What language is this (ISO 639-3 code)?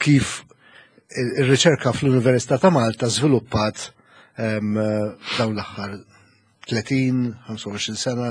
mlt